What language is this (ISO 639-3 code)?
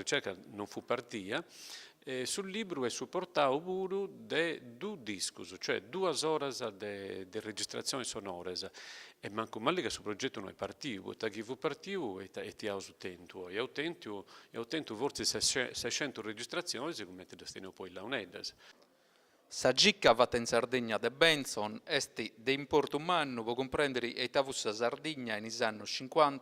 srd